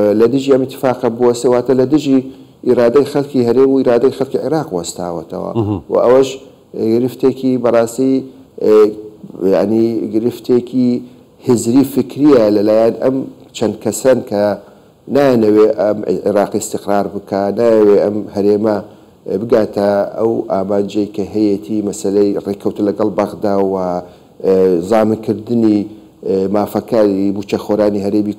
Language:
Central Kurdish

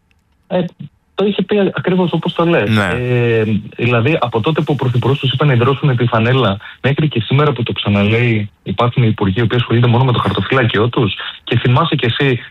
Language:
Greek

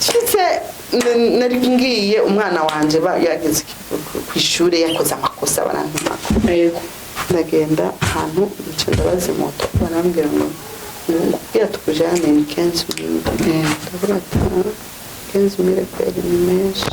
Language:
Rundi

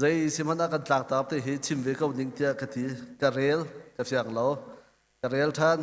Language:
Hakha Chin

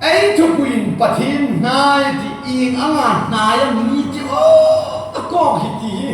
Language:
Hmar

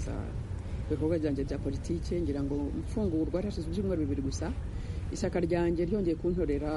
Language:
Kinyarwanda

